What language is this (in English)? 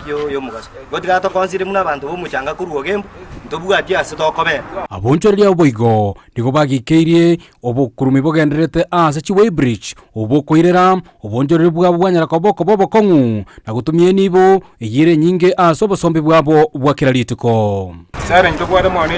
Gusii